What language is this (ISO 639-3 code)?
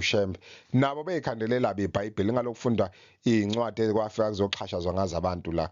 zul